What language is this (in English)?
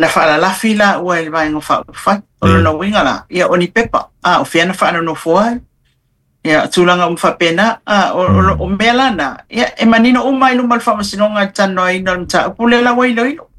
Samoan